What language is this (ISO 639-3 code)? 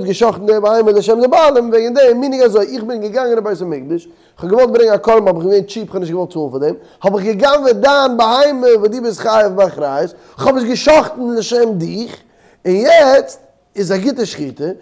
yid